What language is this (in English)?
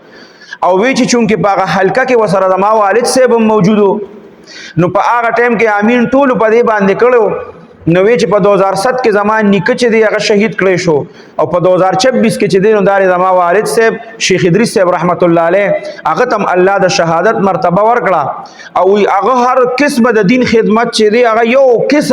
Pashto